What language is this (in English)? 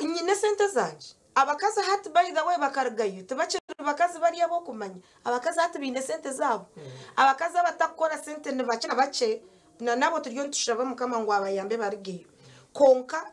Nyankole